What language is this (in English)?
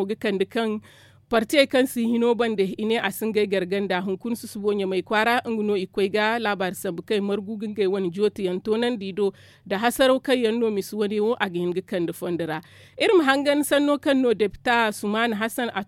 Zarma